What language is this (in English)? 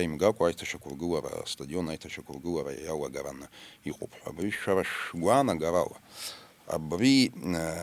Abkhazian